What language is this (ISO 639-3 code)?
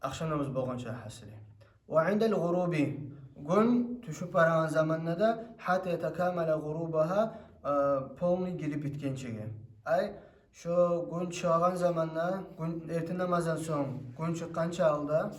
kum